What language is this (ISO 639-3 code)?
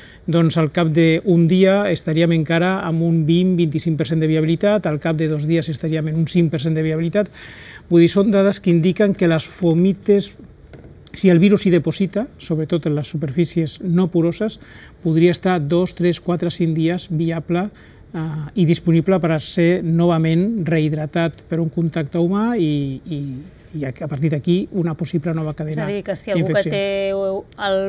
cat